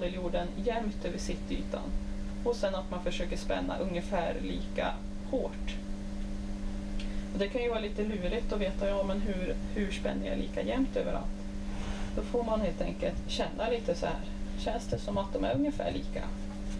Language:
Swedish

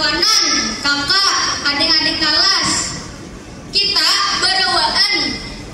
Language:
Banjar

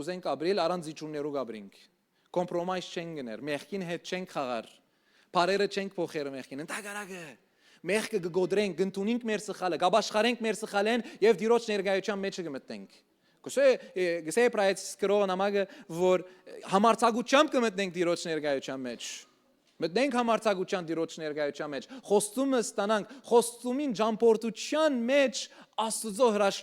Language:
Western Armenian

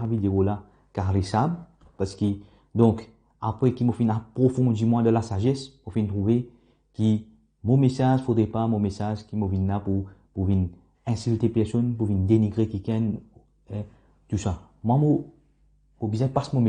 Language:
Morisyen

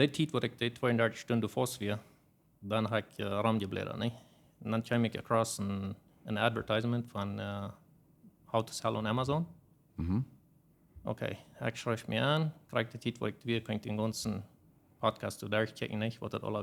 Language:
Plautdietsch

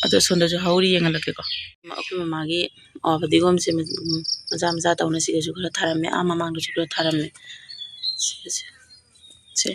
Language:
Manipuri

